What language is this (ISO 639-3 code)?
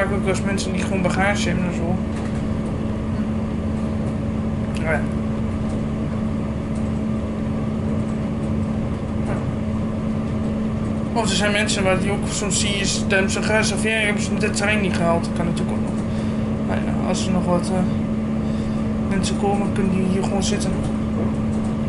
nld